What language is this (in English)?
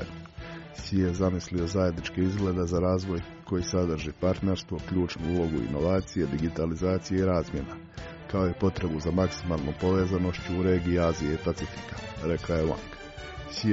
Croatian